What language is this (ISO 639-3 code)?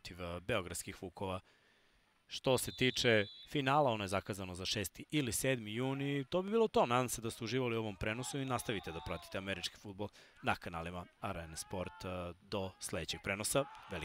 srp